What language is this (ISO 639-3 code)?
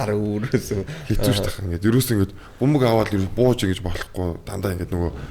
mon